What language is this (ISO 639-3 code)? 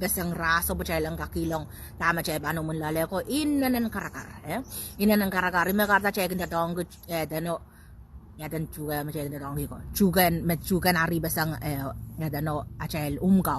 pon